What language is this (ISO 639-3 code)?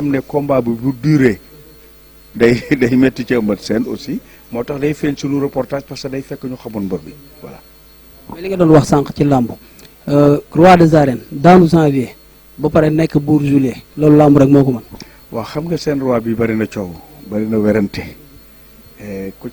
wol